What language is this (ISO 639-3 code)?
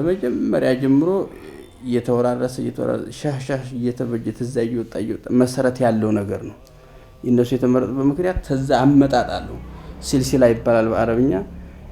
amh